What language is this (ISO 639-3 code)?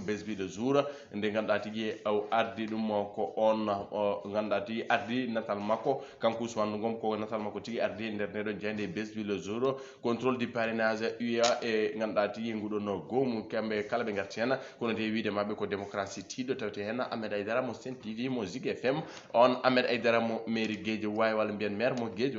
ful